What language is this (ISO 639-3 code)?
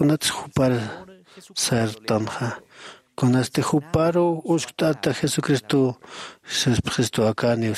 aym